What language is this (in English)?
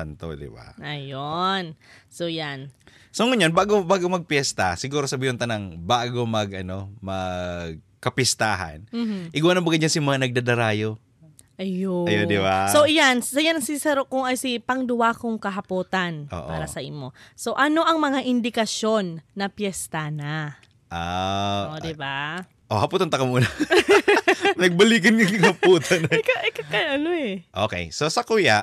Bikol